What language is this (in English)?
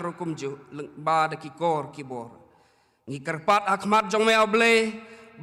Khasi